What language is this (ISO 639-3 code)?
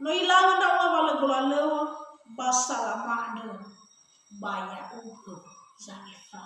nia